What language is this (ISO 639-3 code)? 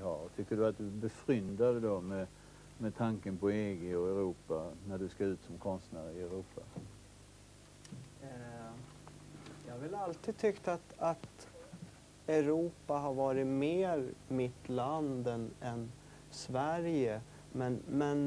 swe